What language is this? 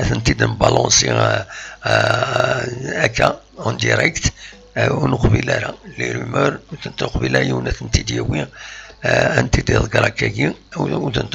Kabyle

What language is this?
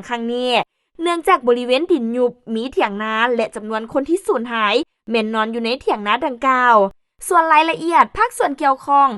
Lao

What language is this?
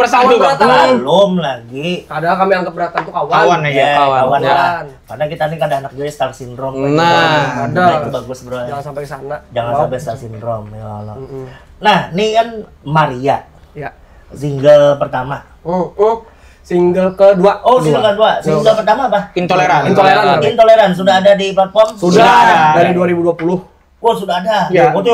Banjar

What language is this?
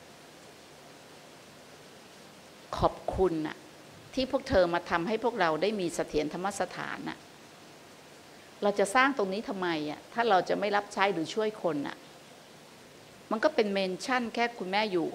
Thai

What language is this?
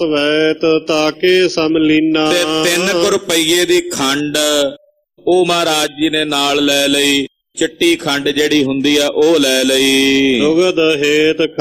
Punjabi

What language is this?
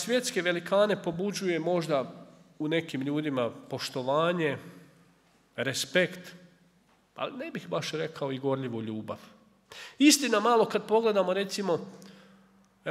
Croatian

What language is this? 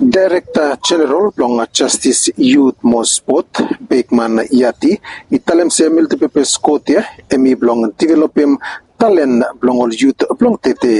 Bislama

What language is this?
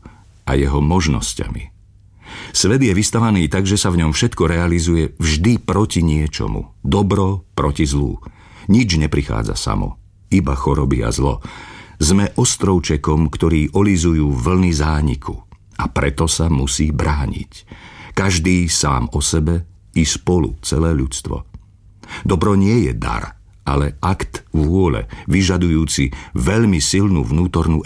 Slovak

